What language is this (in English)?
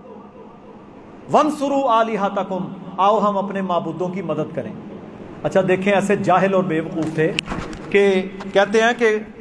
Urdu